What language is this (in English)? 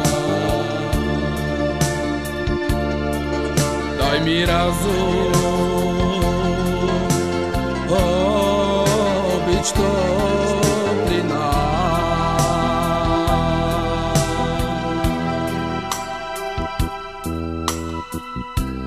Bulgarian